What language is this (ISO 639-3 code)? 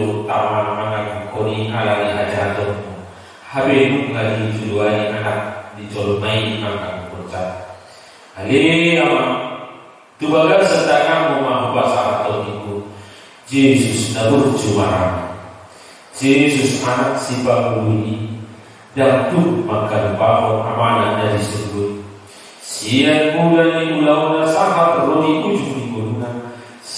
bbc